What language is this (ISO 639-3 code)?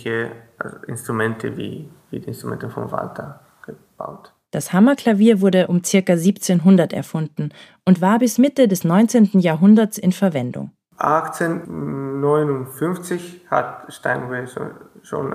deu